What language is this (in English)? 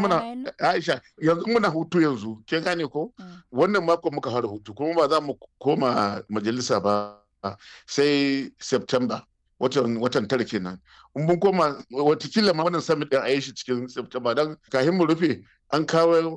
Hausa